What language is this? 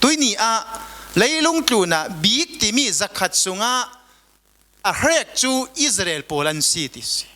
Falam Chin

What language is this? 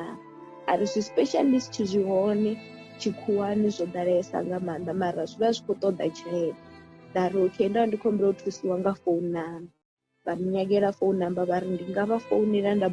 Venda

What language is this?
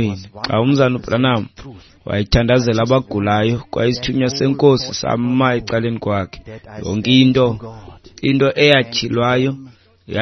Xhosa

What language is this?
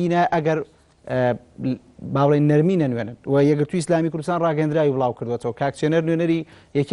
Central Kurdish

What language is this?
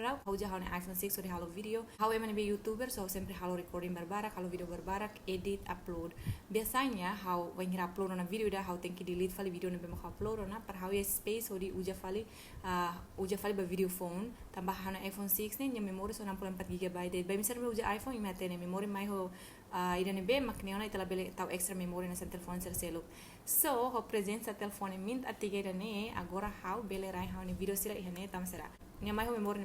Tetum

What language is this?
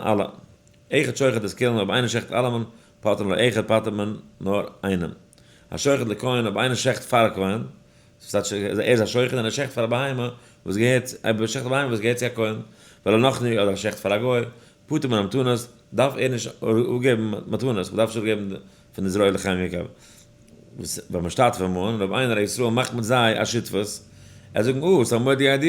Yiddish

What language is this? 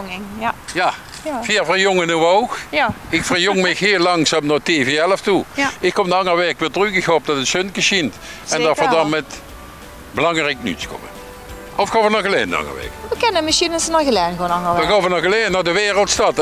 Limburgish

